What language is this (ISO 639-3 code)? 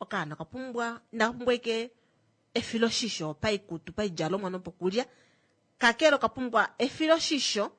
kua